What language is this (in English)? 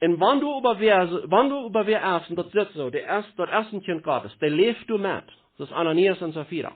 Plautdietsch